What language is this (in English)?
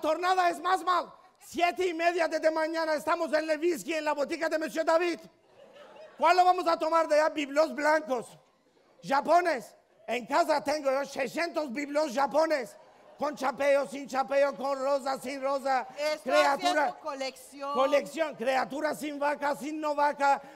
Ladino